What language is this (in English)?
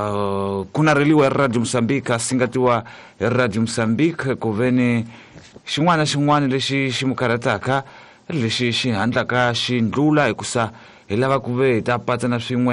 Tsonga